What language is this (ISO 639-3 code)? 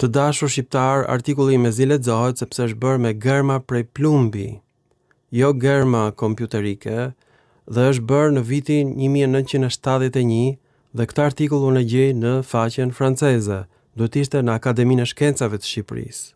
sqi